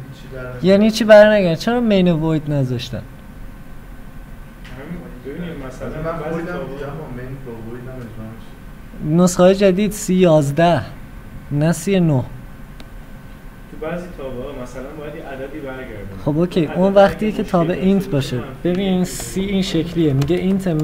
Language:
Persian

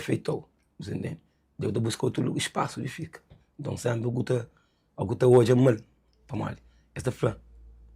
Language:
Kabuverdianu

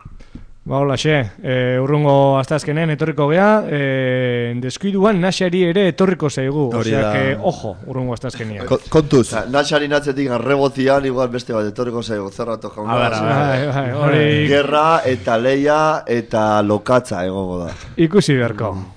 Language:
Basque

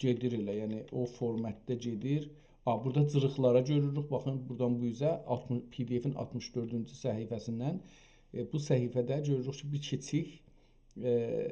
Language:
South Azerbaijani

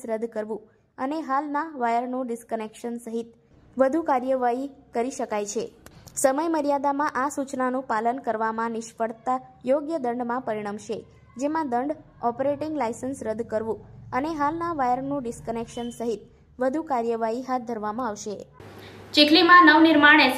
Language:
Gujarati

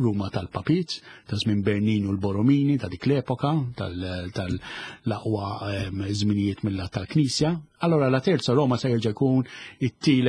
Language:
Maltese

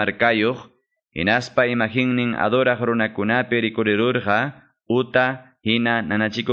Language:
Quechua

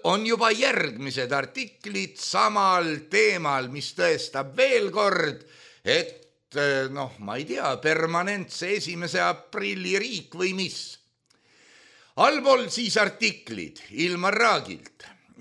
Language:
Estonian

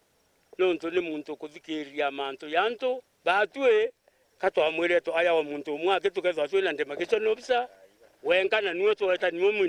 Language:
Meru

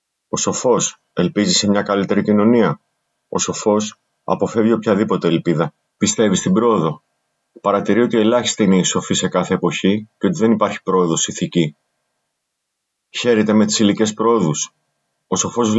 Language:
Greek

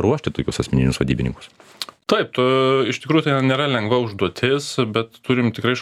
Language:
Lithuanian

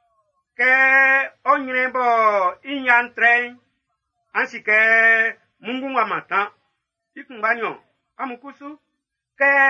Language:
Baoulé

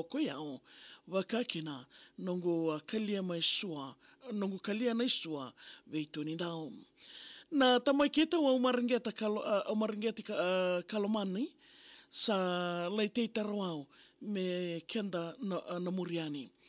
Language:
Fijian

